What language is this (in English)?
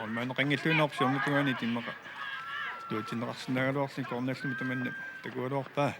Kalaallisut